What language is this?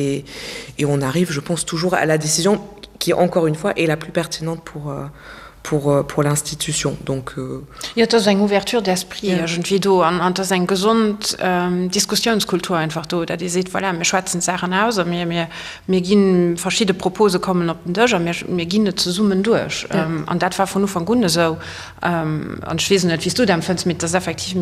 Luxembourgish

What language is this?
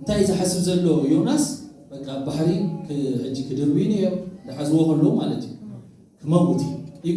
Tigrinya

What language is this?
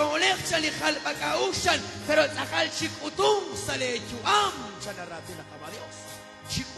Kekchí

